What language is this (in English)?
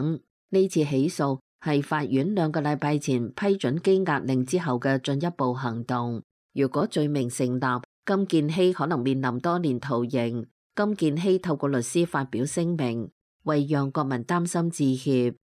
Cantonese